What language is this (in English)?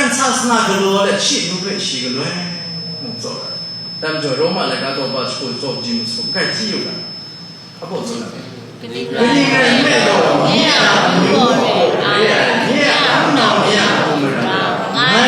Kachin